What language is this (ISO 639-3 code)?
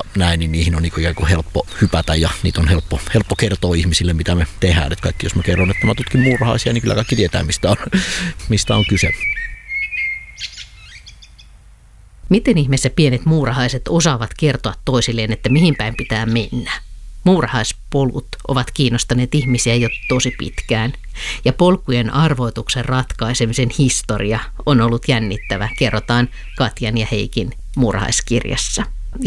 fin